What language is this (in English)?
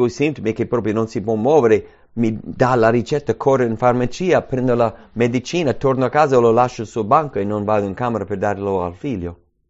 Italian